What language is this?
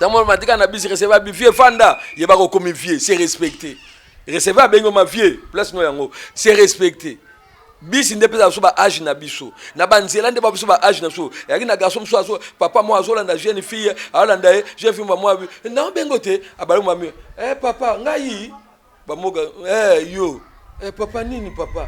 Lingala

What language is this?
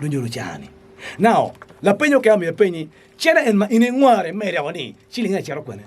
Acoli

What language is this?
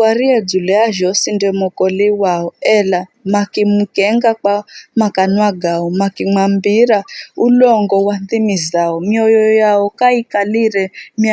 Giryama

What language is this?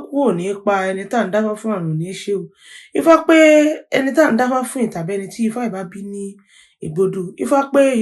Yoruba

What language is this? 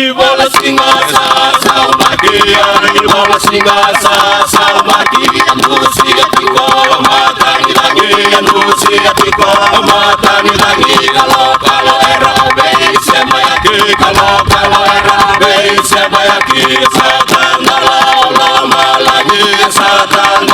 Fijian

